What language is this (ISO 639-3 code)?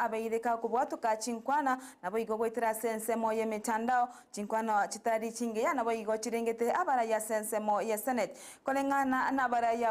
guz